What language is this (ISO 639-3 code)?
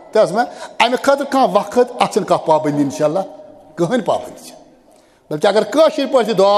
kas